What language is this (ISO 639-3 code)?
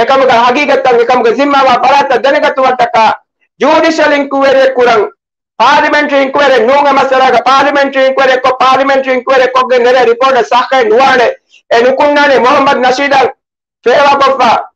div